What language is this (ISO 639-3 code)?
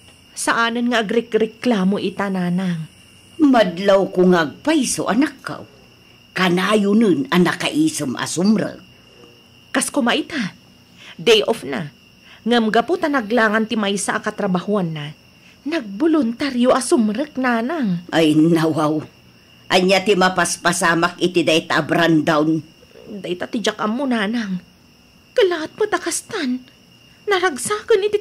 ilo